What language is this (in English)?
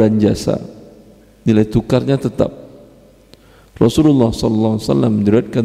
Indonesian